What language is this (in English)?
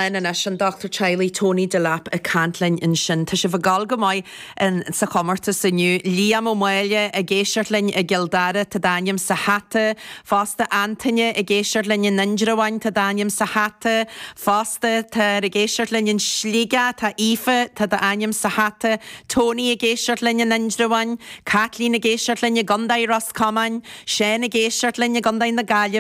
Irish